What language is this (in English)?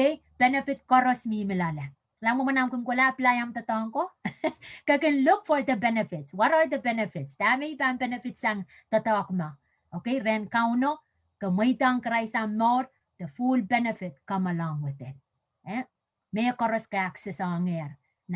Pohnpeian